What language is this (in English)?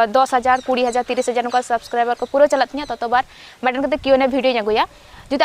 Santali